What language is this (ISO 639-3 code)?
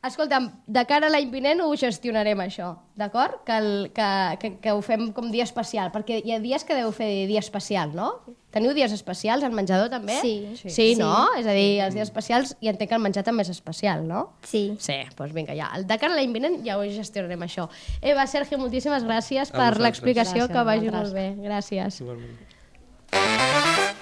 cat